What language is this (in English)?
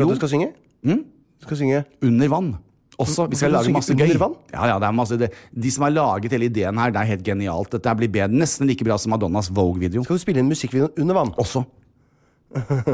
Norwegian